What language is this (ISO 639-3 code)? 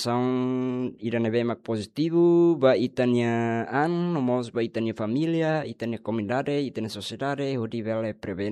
tet